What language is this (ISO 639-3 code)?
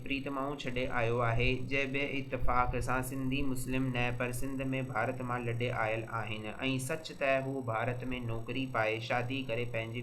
snd